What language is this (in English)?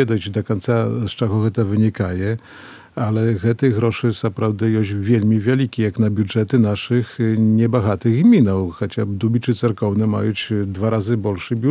Belarusian